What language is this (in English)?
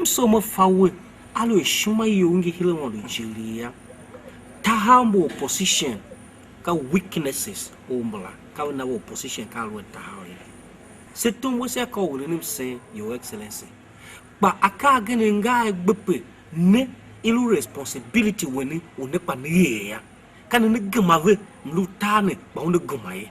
Tiv